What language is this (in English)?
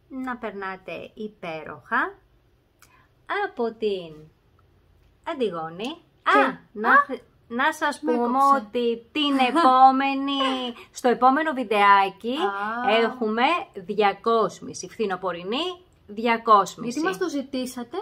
Greek